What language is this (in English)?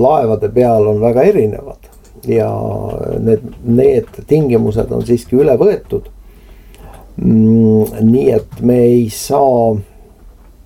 Estonian